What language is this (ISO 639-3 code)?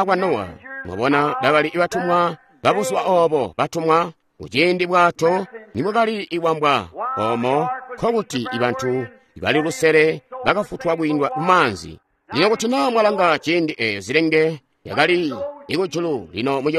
toi